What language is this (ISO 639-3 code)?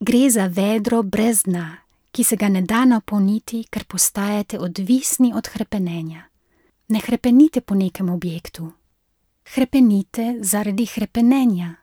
slv